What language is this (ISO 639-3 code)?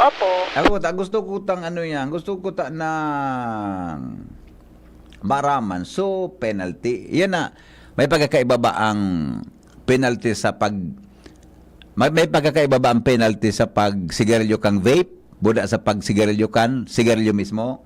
bik